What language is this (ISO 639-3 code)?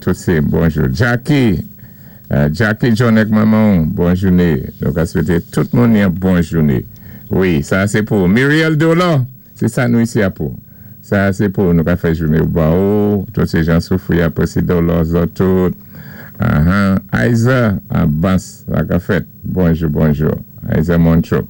acf